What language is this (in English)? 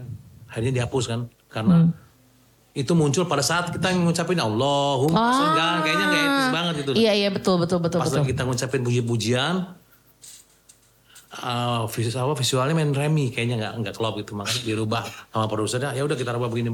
Indonesian